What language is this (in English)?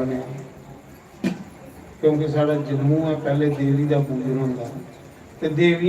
Dogri